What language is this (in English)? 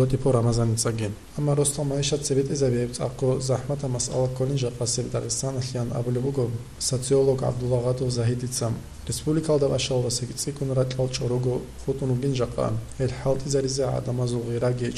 Avaric